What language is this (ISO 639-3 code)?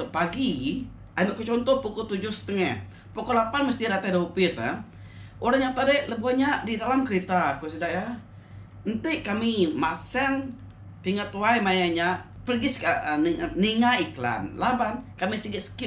iba